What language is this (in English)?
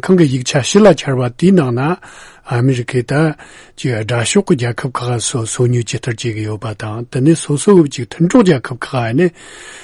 Tibetan